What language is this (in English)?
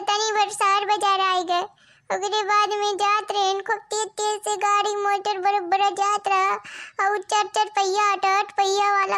Awadhi